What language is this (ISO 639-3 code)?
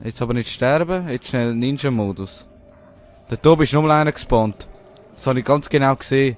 gsw